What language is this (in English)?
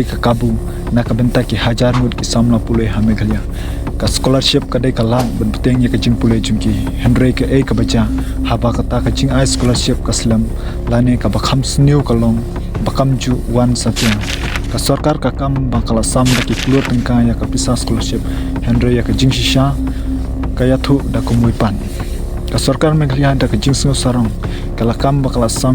Khasi